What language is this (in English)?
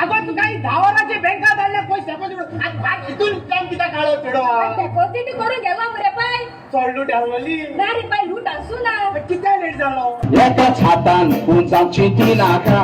Konkani